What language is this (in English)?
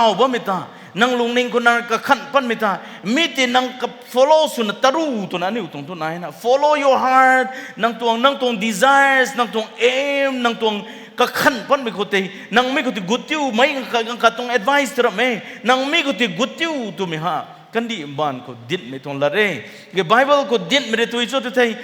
Rongmei Naga